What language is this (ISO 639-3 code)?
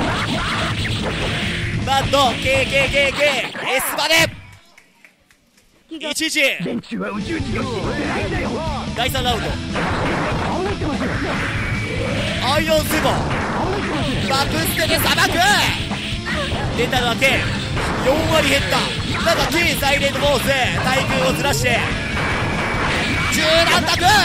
jpn